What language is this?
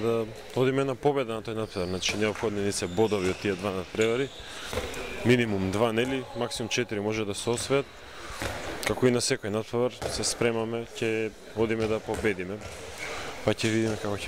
Macedonian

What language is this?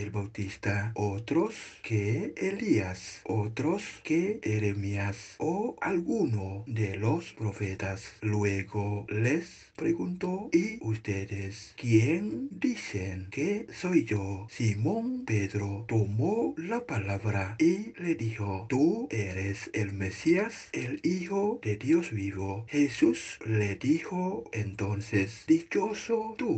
Spanish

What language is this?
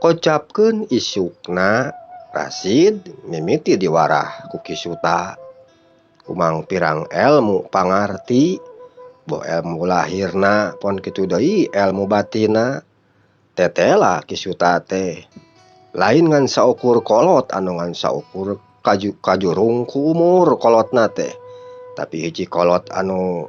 Sundanese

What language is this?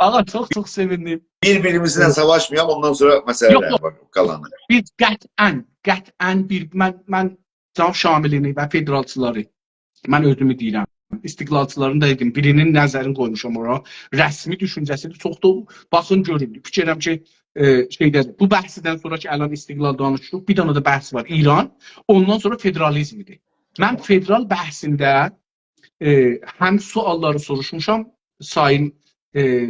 South Azerbaijani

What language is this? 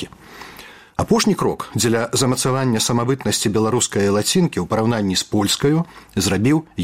Belarusian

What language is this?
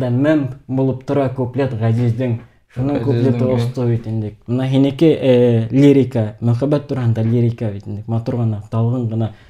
Bashkir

